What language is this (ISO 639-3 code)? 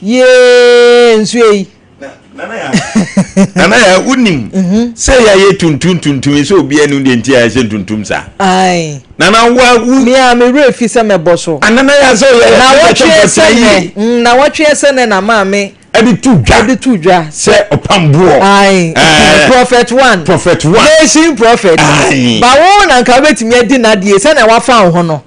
aka